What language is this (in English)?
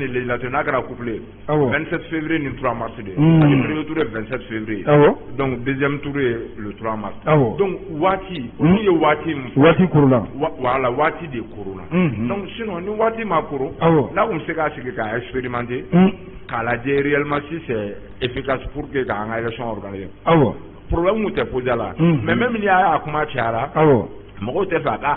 Bambara